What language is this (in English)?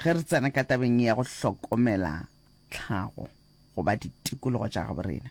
Northern Sotho